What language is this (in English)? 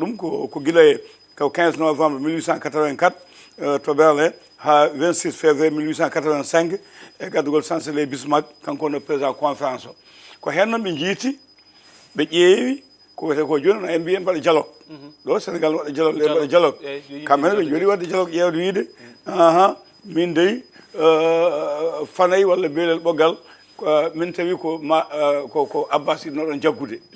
Fula